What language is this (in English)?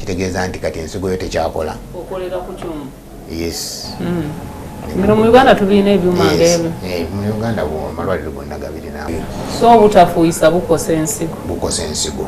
Ganda